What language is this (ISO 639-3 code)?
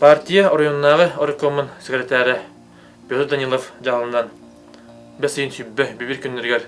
sah